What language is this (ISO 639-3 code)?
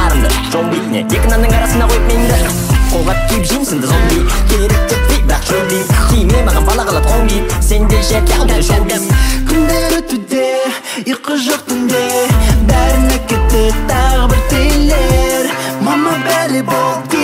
kaz